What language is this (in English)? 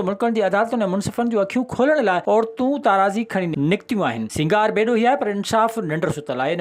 Sindhi